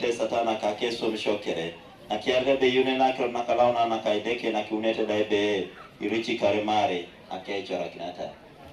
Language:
Teso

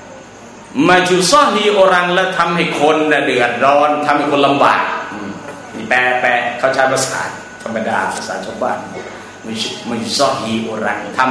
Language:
Thai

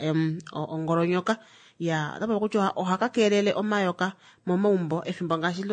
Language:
Kuanyama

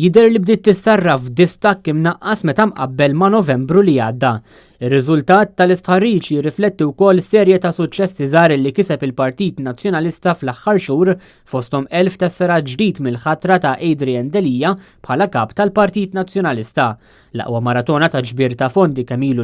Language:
Maltese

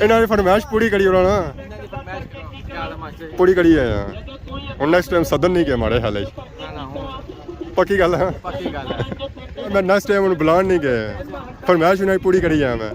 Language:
Pahari-Potwari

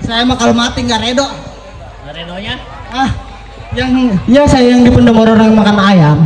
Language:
Betawi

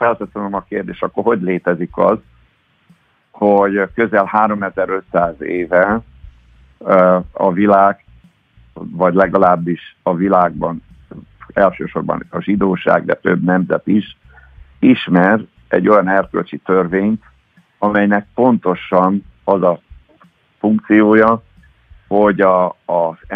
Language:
Hungarian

